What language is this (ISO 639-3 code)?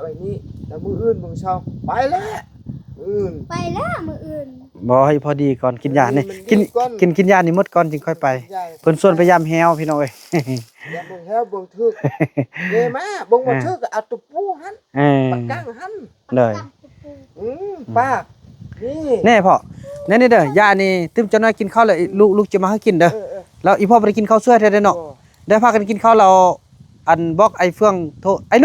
tts